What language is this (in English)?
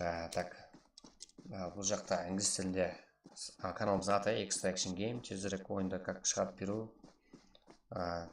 Kara-Kalpak